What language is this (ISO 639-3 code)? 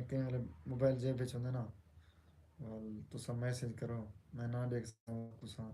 skr